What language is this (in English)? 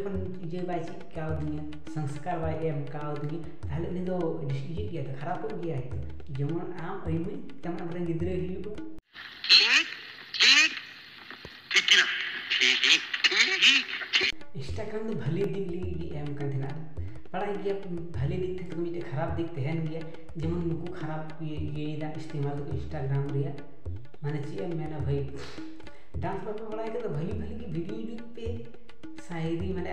Santali